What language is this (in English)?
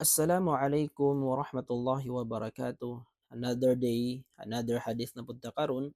Cebuano